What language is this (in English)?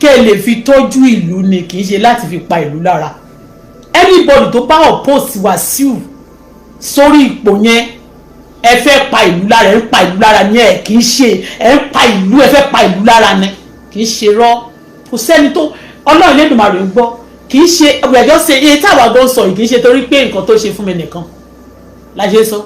Yoruba